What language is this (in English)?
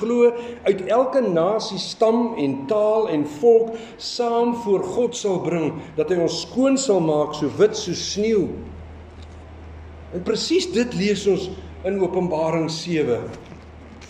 Afrikaans